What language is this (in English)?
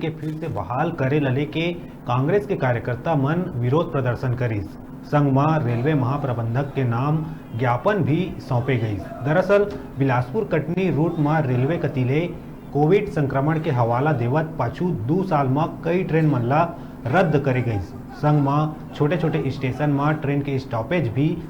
Chhattisgarhi